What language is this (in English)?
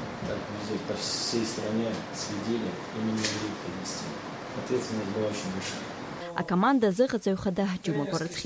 Abkhazian